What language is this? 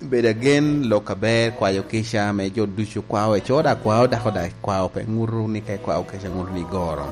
Lango (Uganda)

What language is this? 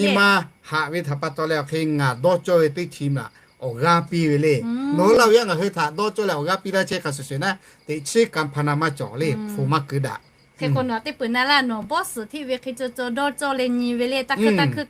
Lahu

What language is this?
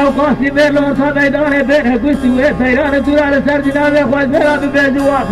Kurdish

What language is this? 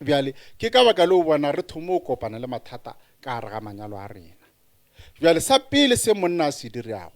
Northern Sotho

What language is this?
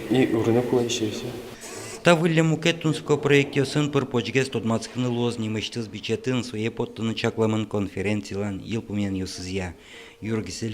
Udmurt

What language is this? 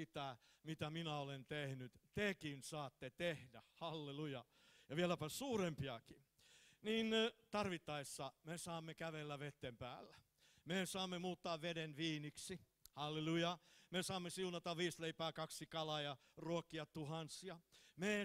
Finnish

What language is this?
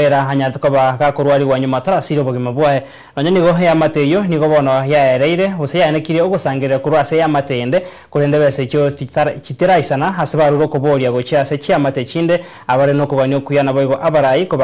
Gusii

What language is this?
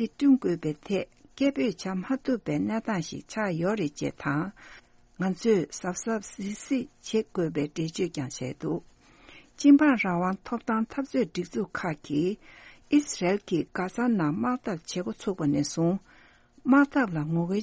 Tibetan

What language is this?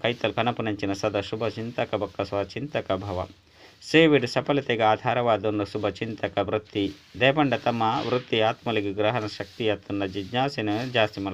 Tulu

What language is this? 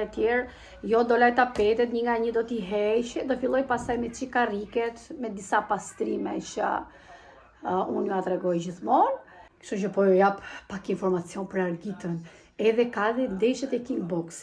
Albanian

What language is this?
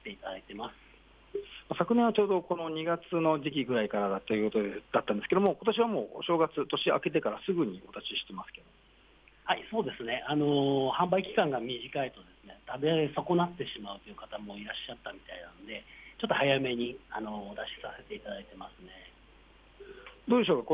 Japanese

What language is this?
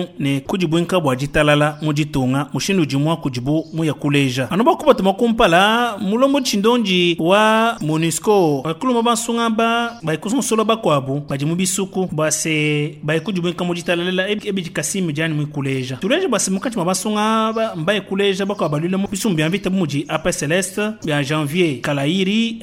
Luba-Lulua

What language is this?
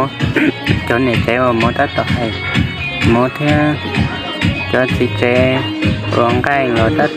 Hmong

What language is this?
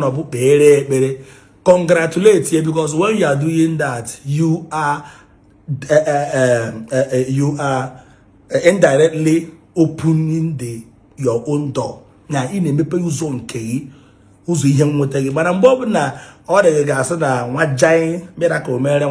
Igbo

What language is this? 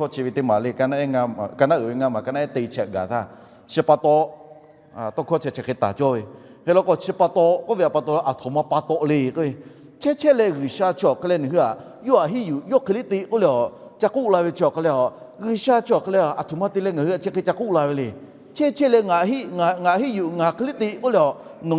Lahu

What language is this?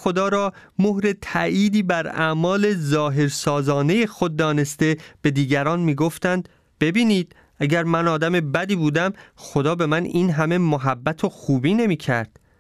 Persian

